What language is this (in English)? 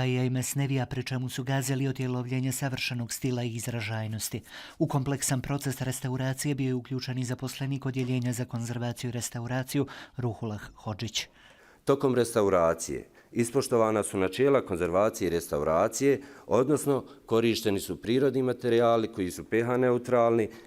Bosnian